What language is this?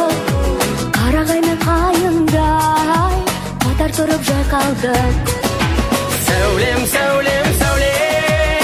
Kazakh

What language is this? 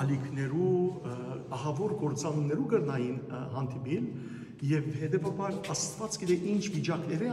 Western Armenian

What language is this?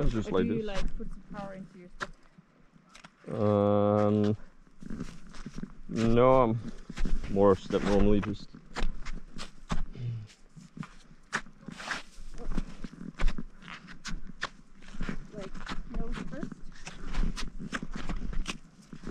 English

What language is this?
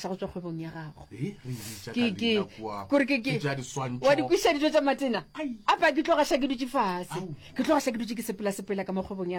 Northern Sotho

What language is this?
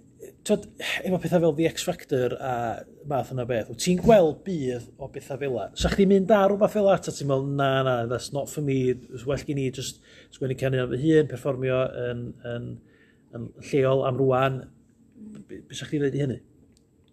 Welsh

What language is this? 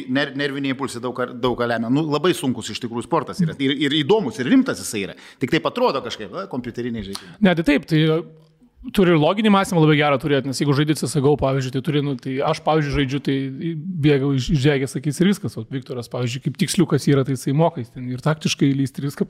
Lithuanian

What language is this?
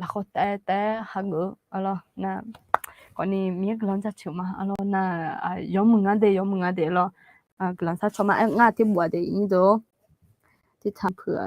Akha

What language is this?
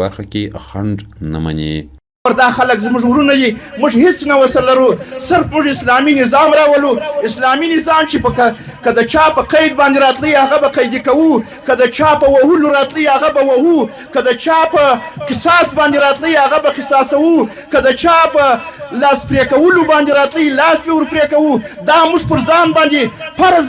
Pashto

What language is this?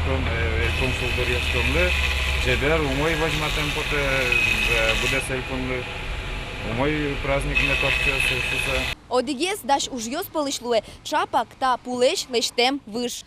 Udmurt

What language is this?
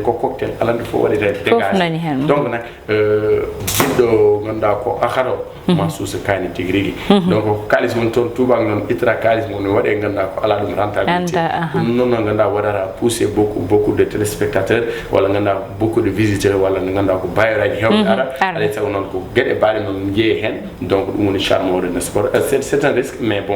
Fula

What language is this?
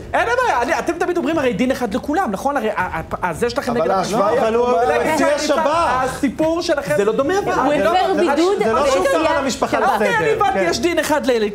Hebrew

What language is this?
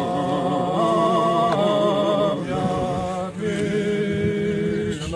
Rusyn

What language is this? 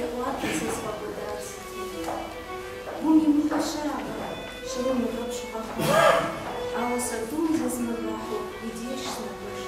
Kabardian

